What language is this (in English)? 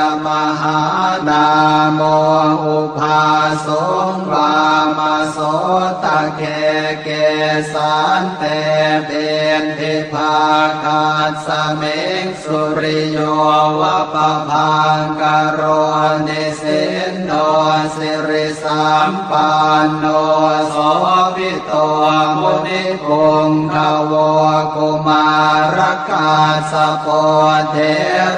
Pali